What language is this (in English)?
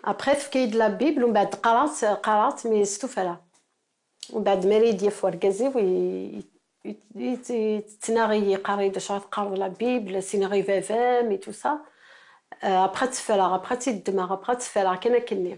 Kabyle